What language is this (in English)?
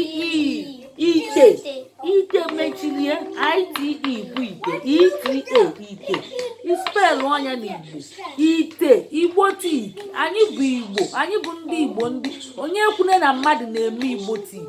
Igbo